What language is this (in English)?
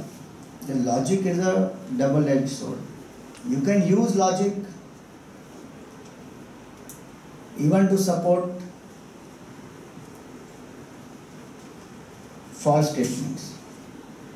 English